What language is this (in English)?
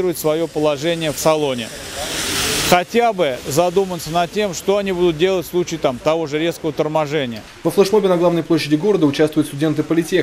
Russian